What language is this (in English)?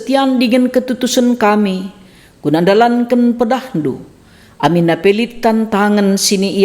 Batak Karo